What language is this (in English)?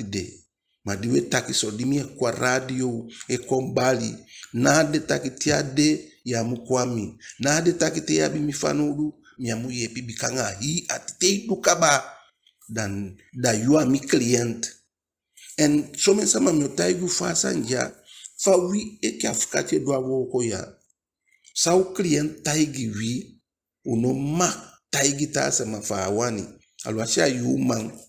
Eastern Maroon Creole